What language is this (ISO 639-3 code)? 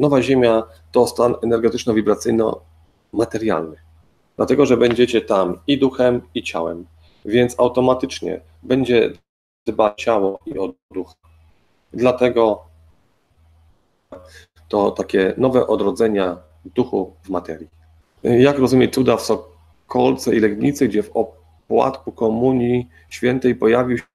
pol